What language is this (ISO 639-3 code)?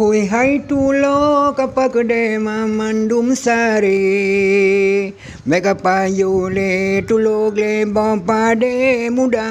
ace